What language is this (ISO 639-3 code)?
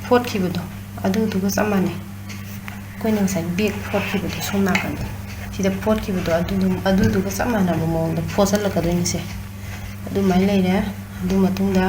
mni